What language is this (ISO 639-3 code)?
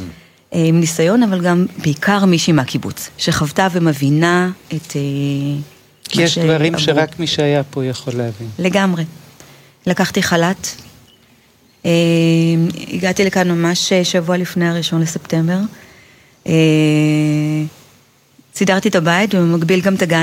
heb